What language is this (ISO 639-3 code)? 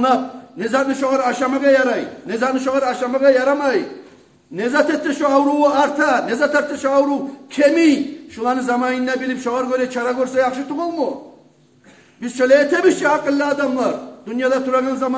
kum